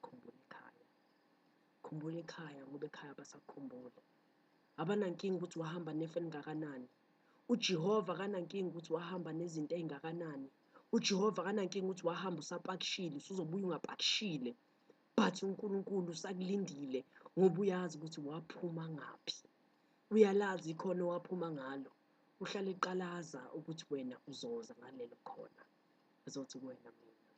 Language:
Zulu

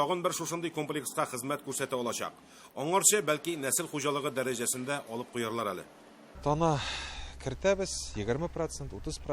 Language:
Tatar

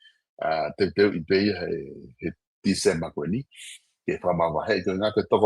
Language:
Tongan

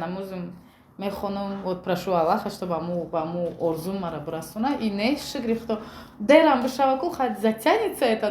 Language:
Tajik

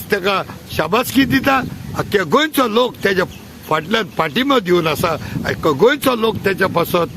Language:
Konkani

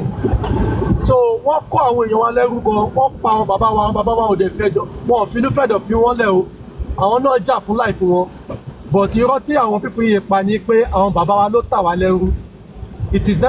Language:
Yoruba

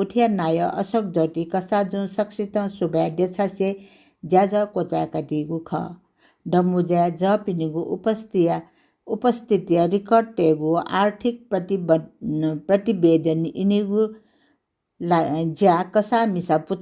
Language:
Newari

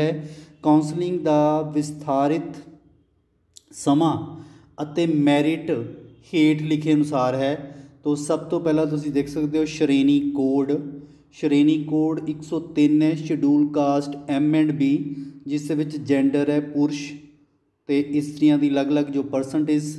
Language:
Punjabi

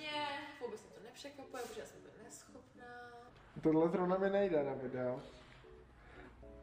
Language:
Czech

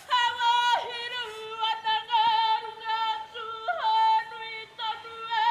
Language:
Māori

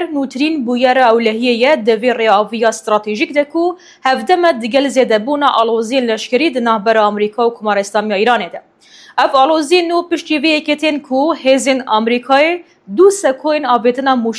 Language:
Kurdish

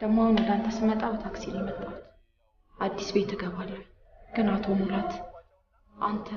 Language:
Amharic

